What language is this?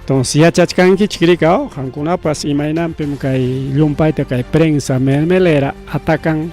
Ayacucho Quechua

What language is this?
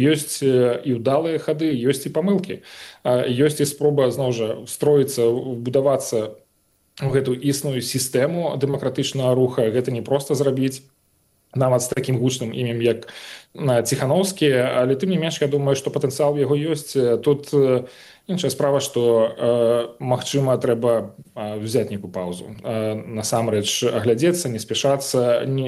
Belarusian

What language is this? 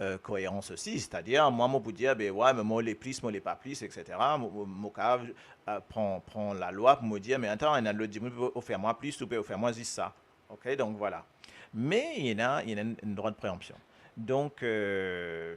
Morisyen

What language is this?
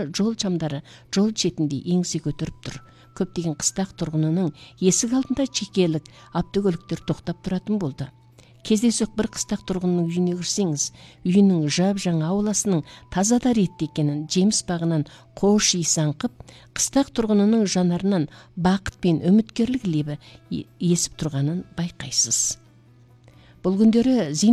Kazakh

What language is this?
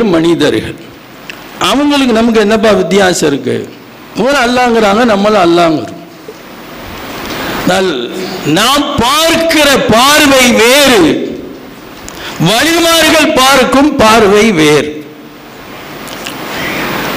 Tamil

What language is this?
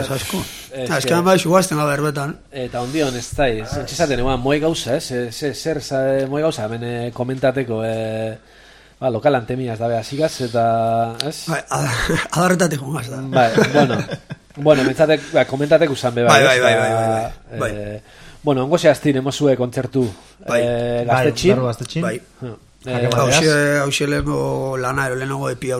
Basque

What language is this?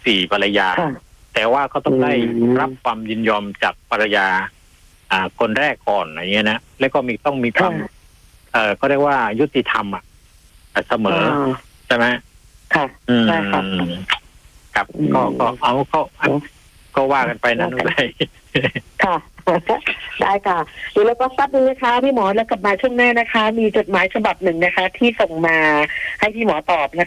Thai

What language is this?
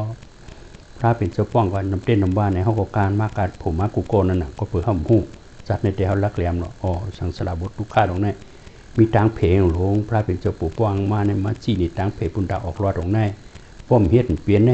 Shan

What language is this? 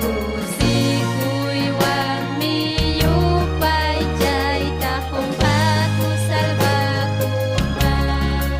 Ayacucho Quechua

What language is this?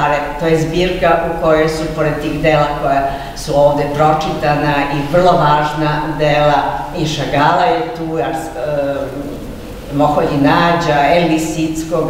Serbian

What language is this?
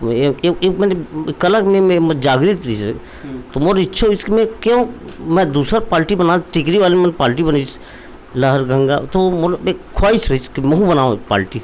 Chhattisgarhi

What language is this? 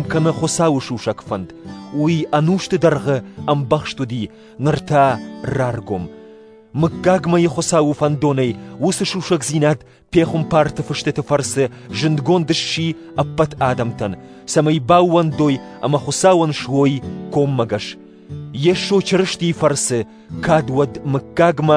Ossetic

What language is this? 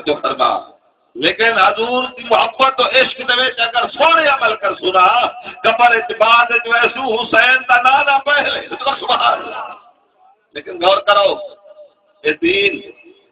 Saraiki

